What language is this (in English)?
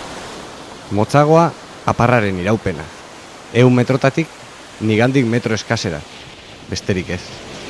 Basque